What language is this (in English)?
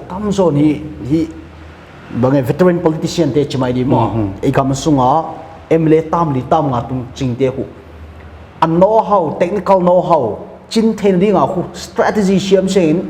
Paite Chin